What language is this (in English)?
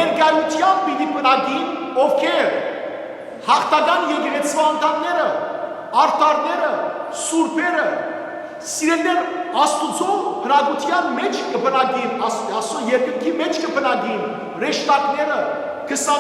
Western Armenian